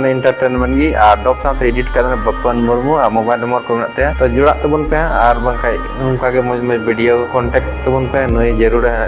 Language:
Santali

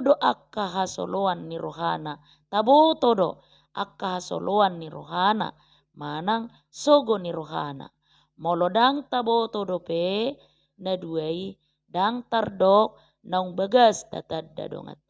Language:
Batak Toba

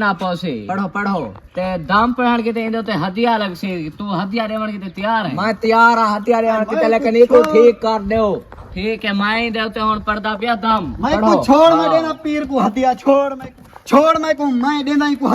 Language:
Saraiki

